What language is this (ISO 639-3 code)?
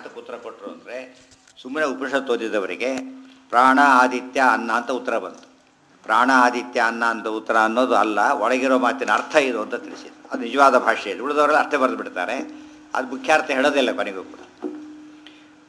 kan